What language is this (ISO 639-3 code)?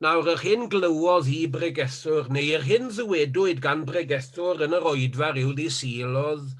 cym